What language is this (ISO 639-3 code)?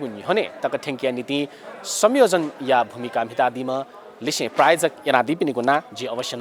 new